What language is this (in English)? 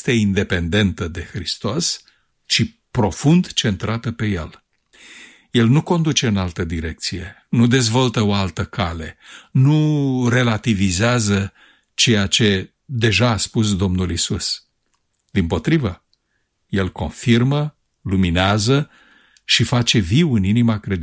Romanian